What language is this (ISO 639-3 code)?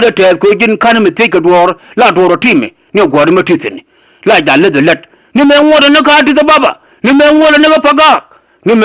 nus